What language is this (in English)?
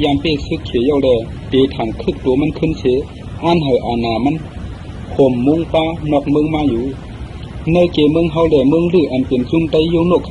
Shan